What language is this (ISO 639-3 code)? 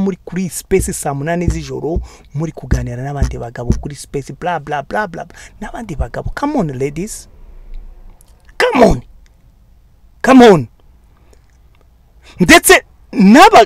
kin